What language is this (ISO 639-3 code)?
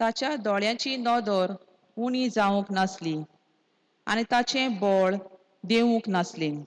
kok